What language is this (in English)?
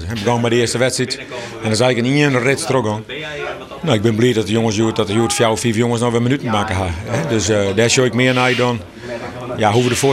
Western Frisian